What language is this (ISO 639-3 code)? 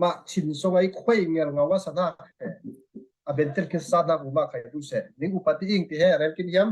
cfm